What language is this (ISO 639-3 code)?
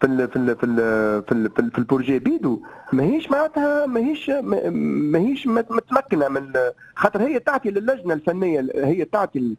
aeb